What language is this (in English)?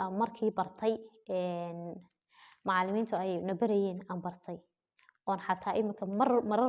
Somali